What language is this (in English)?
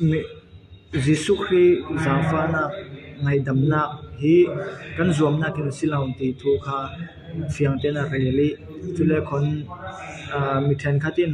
Falam Chin